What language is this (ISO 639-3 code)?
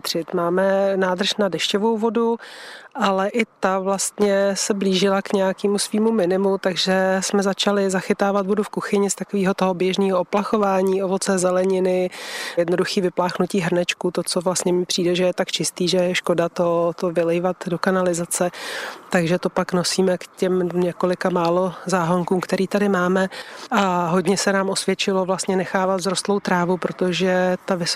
ces